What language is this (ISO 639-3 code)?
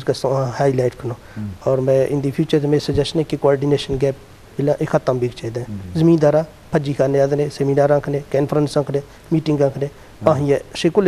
bgp